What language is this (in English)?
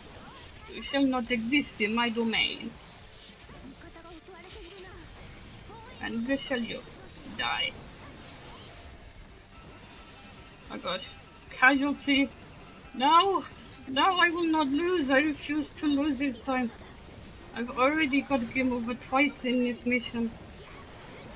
English